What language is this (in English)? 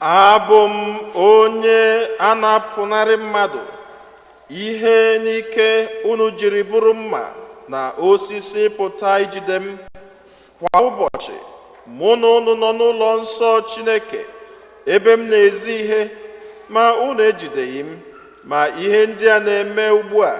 Igbo